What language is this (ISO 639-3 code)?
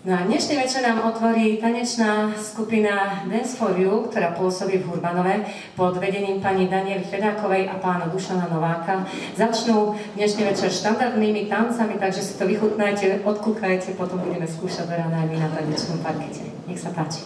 slk